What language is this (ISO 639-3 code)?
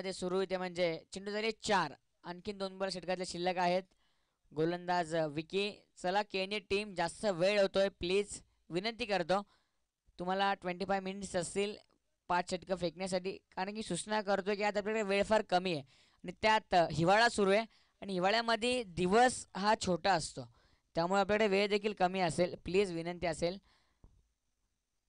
mar